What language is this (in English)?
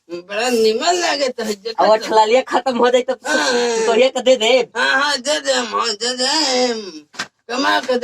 Magahi